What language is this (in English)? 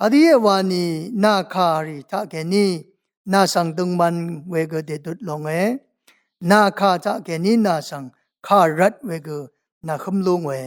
Rawang